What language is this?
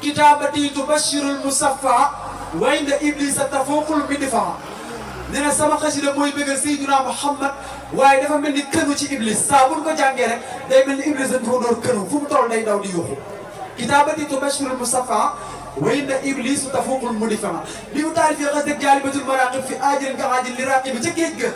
Wolof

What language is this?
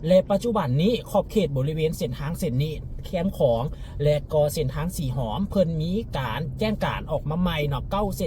Lao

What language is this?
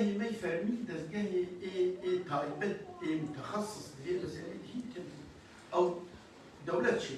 Kurdish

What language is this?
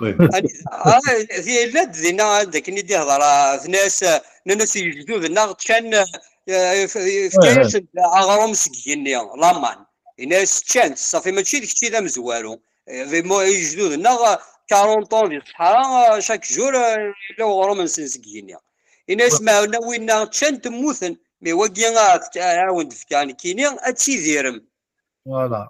Kabyle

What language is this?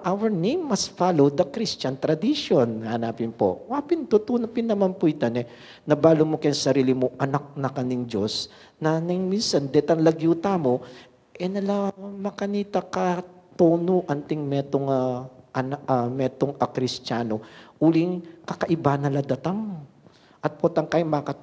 Pampanga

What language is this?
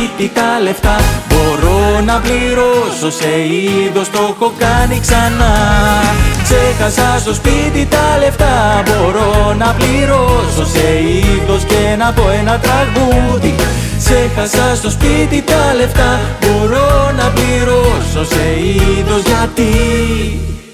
Greek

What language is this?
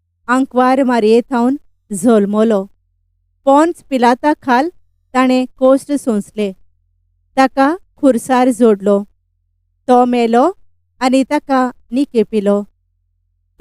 Konkani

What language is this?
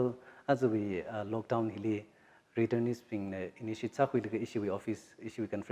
Tangkhul Naga (India)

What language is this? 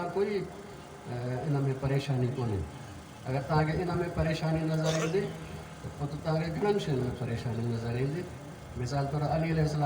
Sindhi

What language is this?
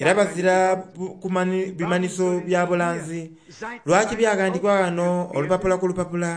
Soga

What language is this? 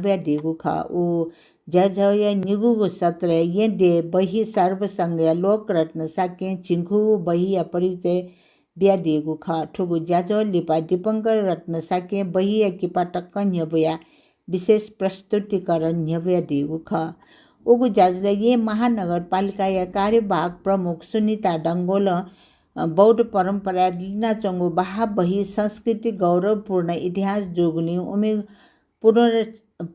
Newari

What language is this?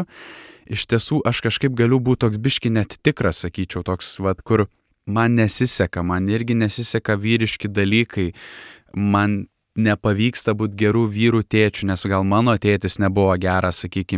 Lithuanian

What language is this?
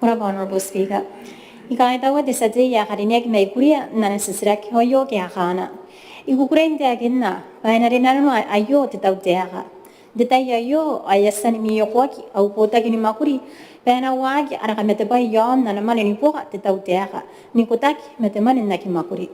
Gilbertese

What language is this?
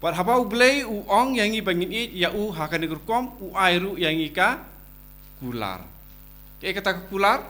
Khasi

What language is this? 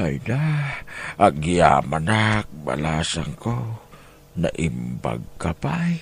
Iloko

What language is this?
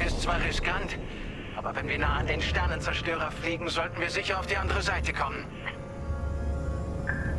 German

